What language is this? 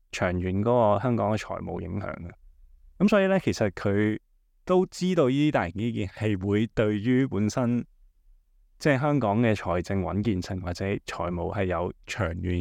Cantonese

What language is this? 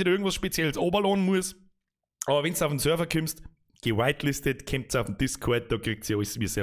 Bavarian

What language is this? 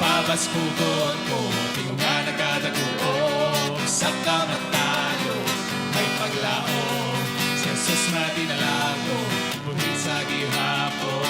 Hiligaynon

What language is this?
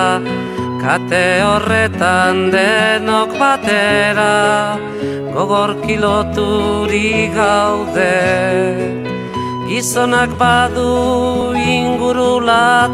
Basque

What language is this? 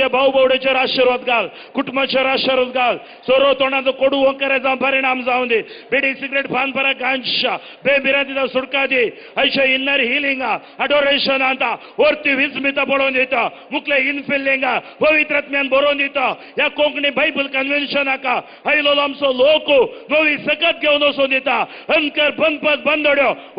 Konkani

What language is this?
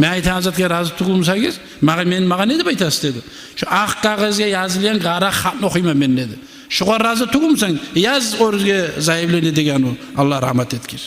Kumyk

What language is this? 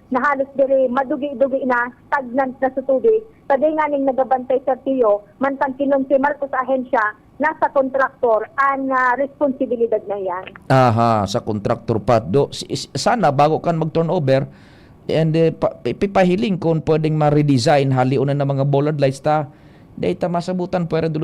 Bikol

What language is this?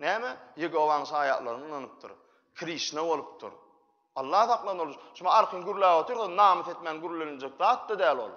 Turkmen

